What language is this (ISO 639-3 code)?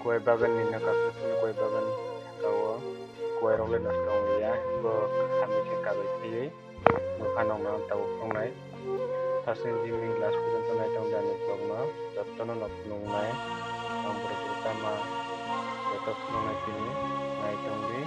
trp